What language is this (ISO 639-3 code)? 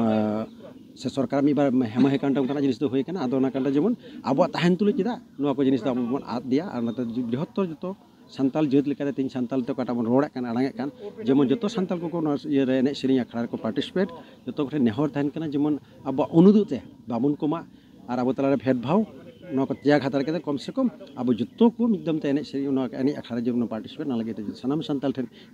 sat